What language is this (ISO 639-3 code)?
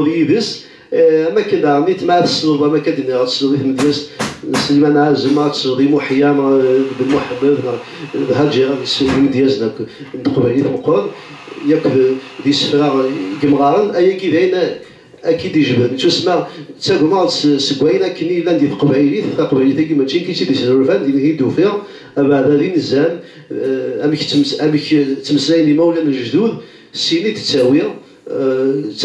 kab